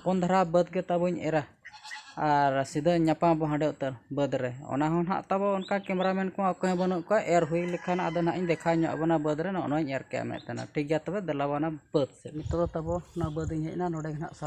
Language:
Santali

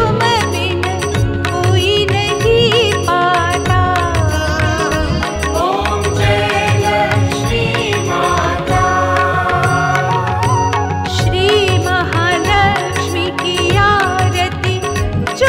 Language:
Hindi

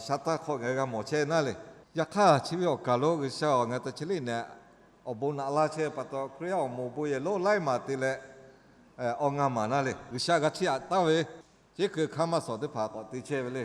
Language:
Lahu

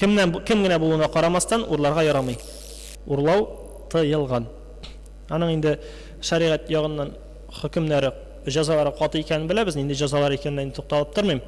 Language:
Tatar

